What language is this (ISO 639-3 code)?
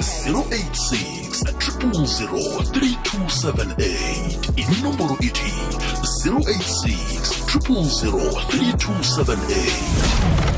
nbl